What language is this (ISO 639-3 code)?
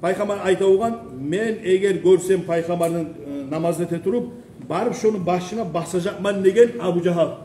kum